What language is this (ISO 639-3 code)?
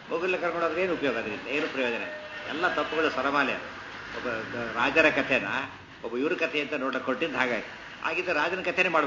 kan